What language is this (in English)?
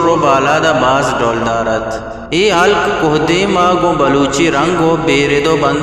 Eastern Balochi